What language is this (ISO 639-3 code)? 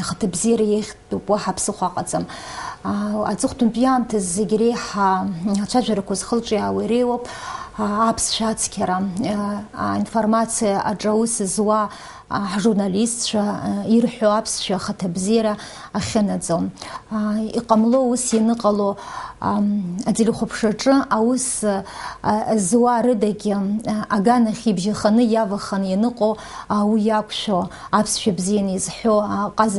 abk